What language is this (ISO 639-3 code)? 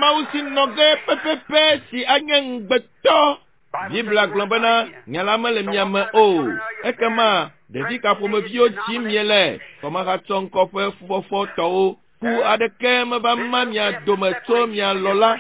ewe